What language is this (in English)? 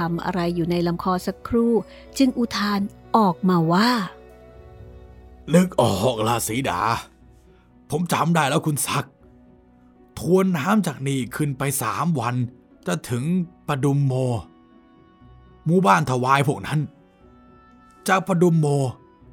Thai